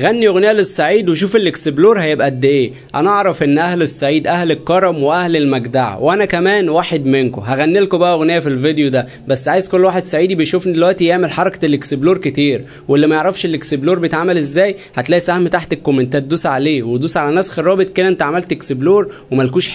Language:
Egyptian Arabic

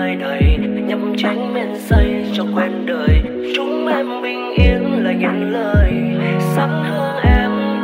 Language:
Vietnamese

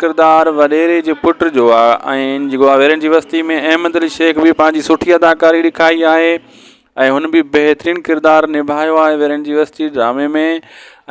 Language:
Sindhi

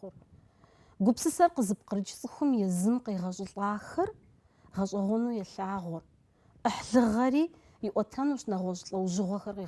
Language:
Kabardian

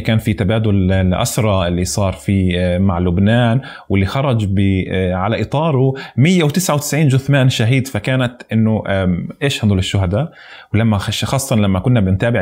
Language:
North Levantine Arabic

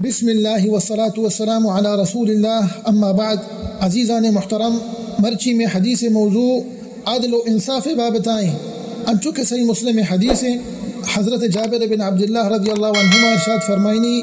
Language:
Eastern Balochi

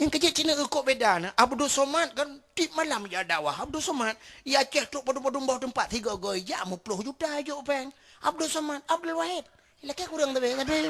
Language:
Achinese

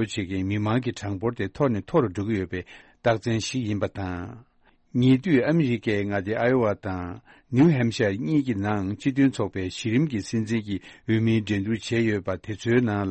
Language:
Tibetan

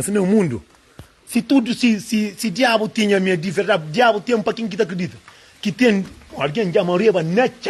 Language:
Kabuverdianu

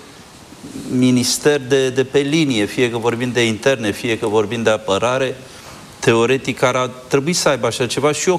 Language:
Romanian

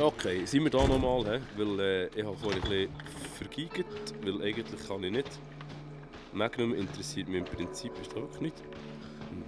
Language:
Swiss German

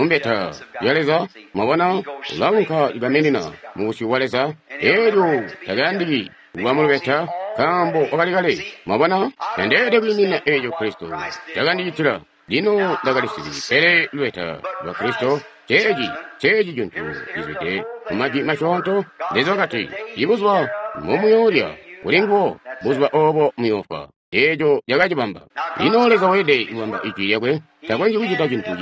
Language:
Tonga (Zambia)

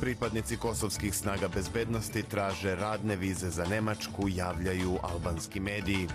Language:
Serbian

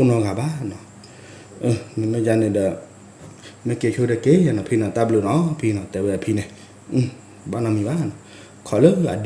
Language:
S'gaw Karen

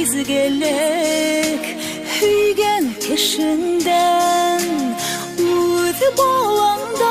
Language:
Bashkir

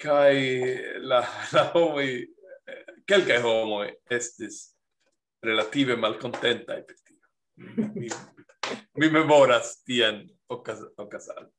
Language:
Esperanto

